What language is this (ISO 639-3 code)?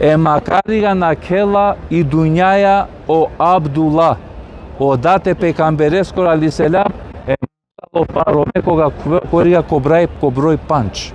rmn